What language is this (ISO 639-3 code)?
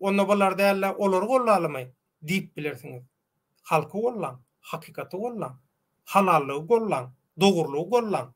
tuk